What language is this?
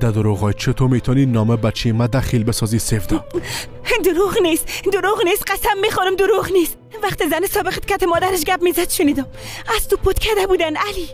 Persian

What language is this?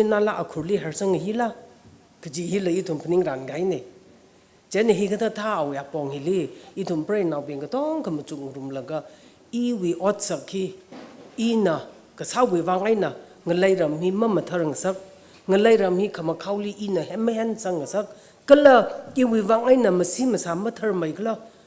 Tangkhul Naga (India)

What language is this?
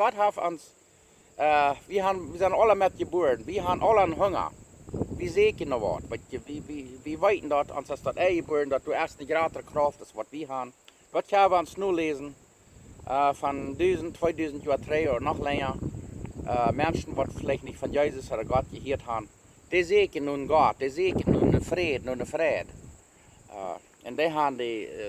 Plautdietsch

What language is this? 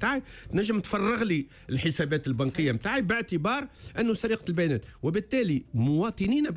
Tunisian Arabic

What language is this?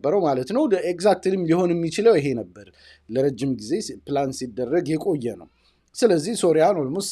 Amharic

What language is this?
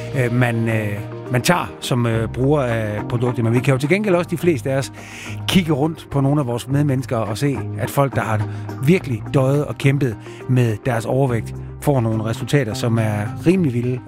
Danish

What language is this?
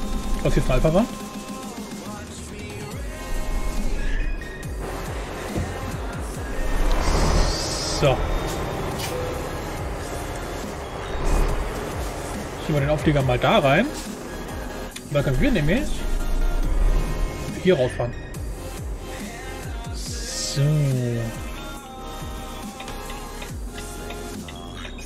German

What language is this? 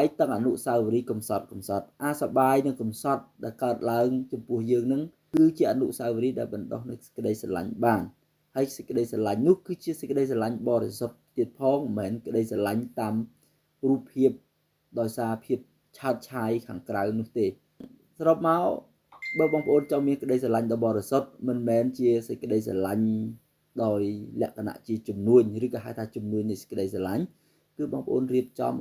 Khmer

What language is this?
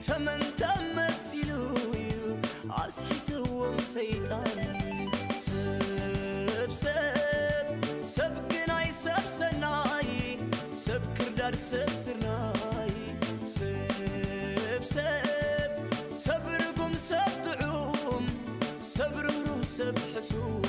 Tigrinya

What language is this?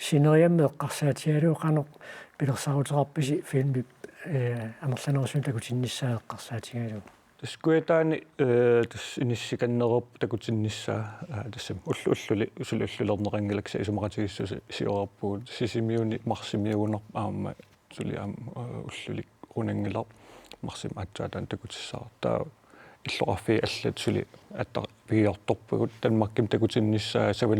Kalaallisut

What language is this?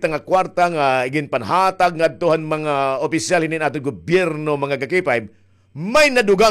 Waray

